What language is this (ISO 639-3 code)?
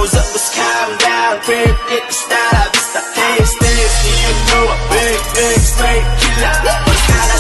msa